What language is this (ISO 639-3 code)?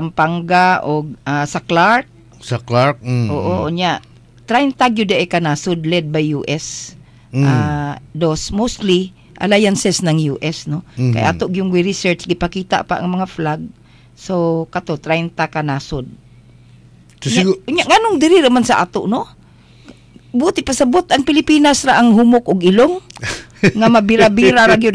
ceb